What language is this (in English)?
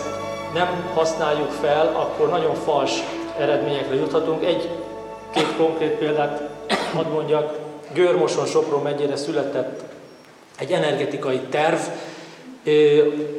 Hungarian